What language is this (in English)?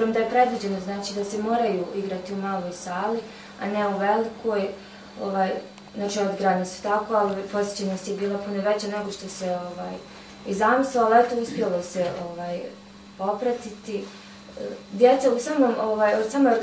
Bosnian